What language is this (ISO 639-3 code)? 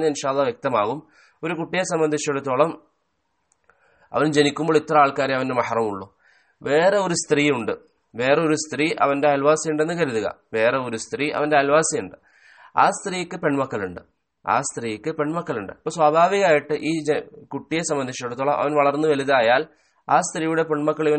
mal